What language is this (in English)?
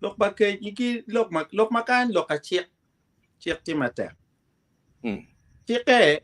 Acoli